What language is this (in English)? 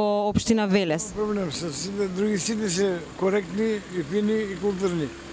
Macedonian